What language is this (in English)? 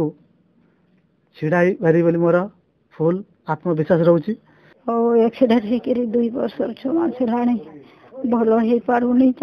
Odia